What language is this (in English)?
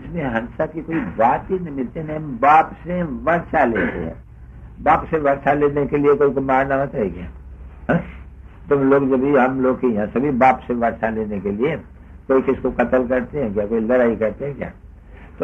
Hindi